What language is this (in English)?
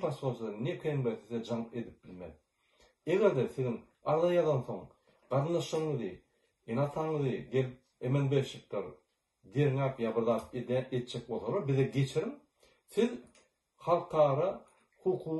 Turkmen